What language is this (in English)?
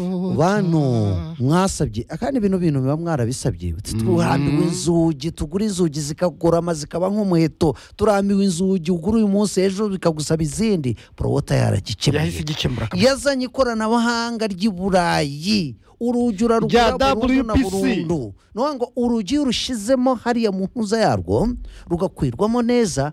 Kinyarwanda